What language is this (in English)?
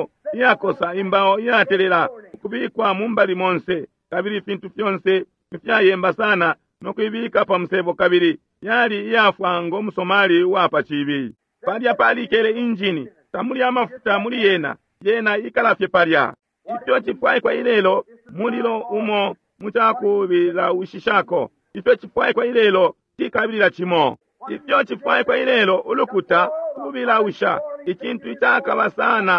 Bemba